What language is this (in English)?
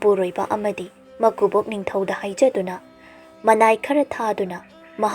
Manipuri